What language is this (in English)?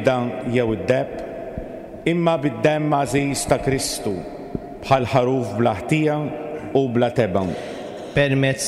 Maltese